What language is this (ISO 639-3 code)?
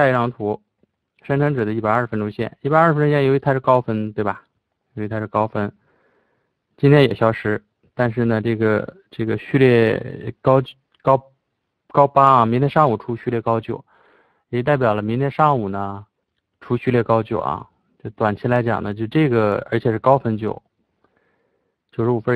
zho